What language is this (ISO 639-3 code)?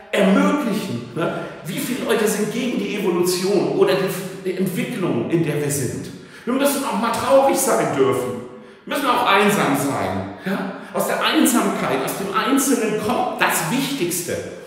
deu